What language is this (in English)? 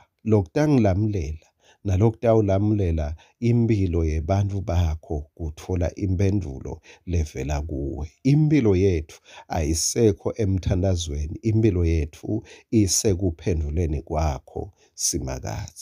Swati